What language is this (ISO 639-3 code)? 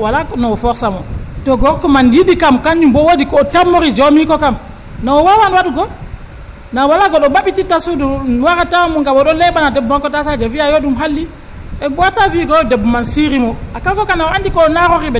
fuv